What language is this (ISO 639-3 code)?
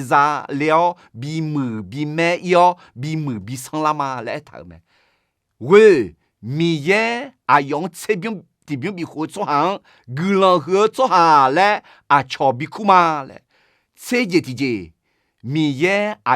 ahk